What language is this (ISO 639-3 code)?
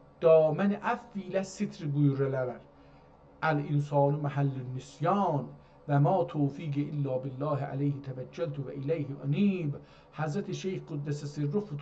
azb